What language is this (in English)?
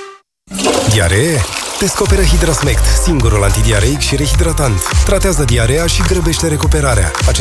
Romanian